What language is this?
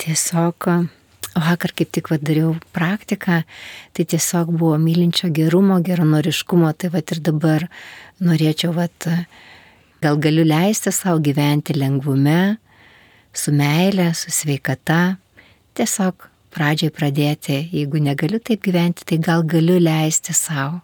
Lithuanian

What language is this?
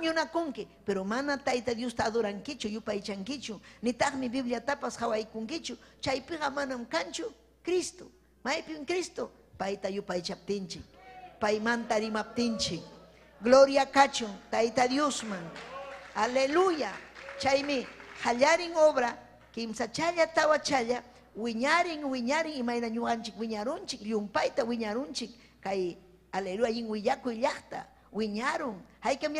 Ayacucho Quechua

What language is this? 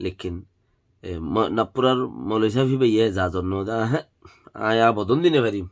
Rohingya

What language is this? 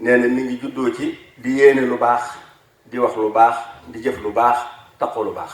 Wolof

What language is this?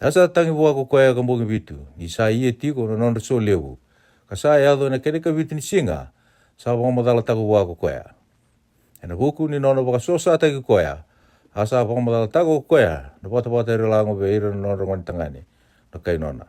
Fijian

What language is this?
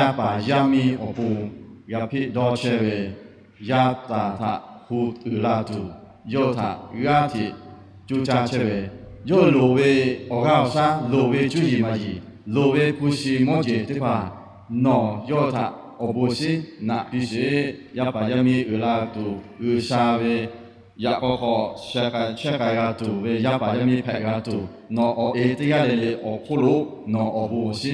Lahu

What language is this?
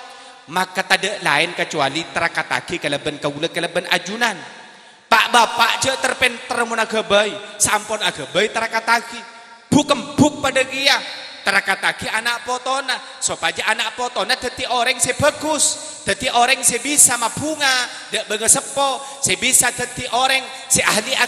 Madurese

